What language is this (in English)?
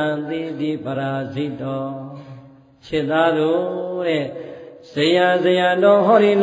Burmese